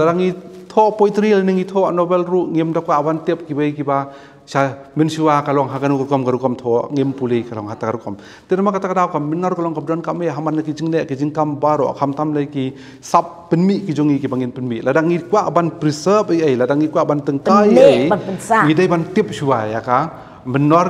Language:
Khasi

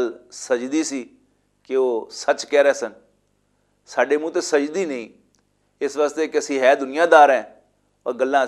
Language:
Western Panjabi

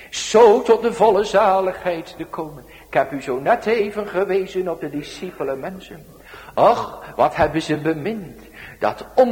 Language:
Dutch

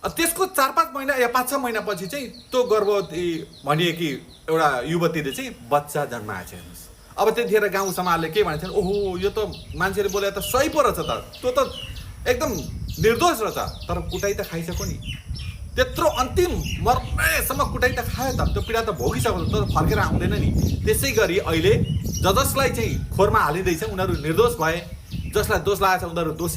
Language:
Nepali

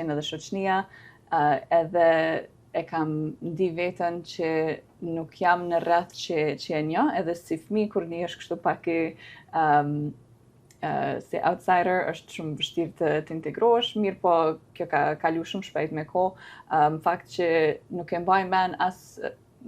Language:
Albanian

